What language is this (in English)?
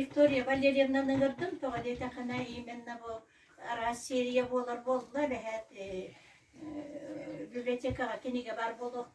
Yakut